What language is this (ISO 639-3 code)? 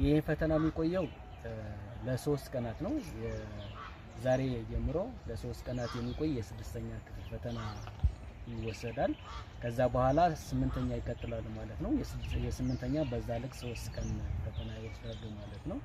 amh